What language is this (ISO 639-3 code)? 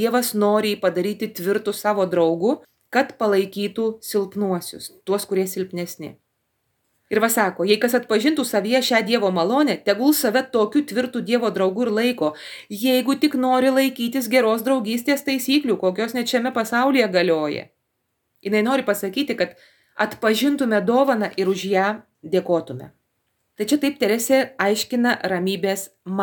lit